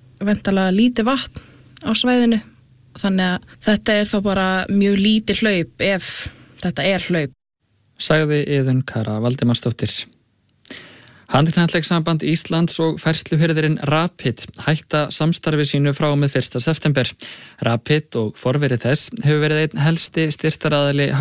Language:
Icelandic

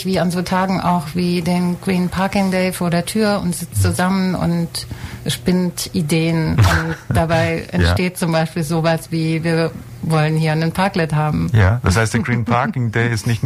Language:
German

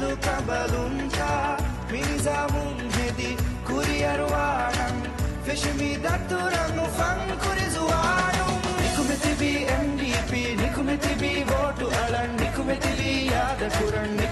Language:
Divehi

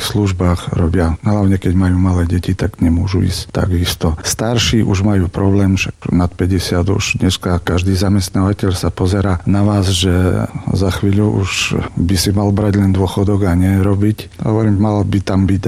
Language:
Slovak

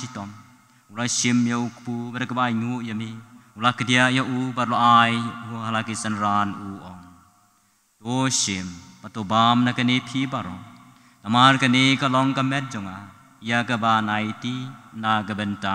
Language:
Khasi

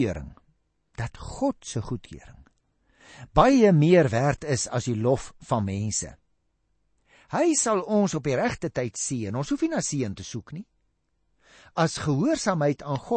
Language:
Afrikaans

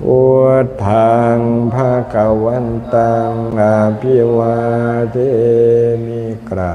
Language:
Lao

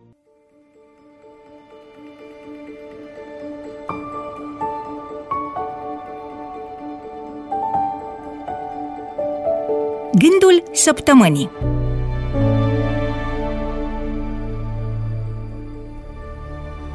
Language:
Romanian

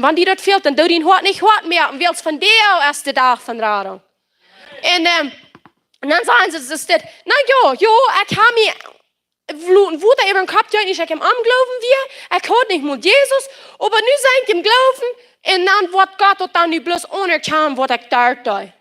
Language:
Plautdietsch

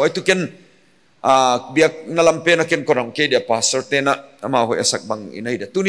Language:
Paite Chin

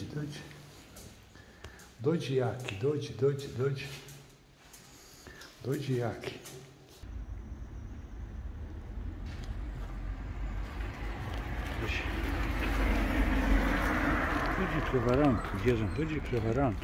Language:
Serbian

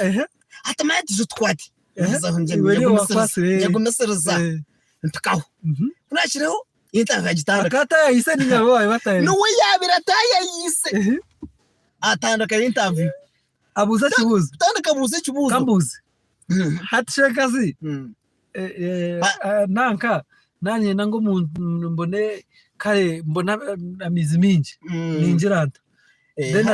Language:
Nyankole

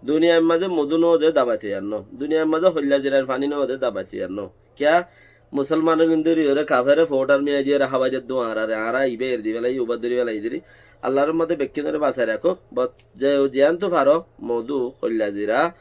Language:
Rohingya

